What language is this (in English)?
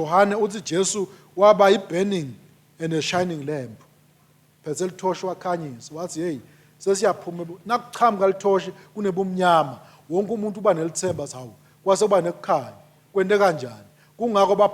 Swati